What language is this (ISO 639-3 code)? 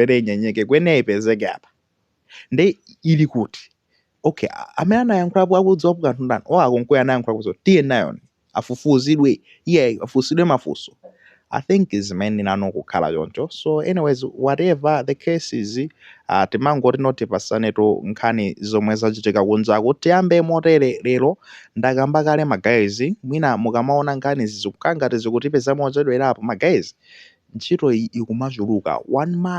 nya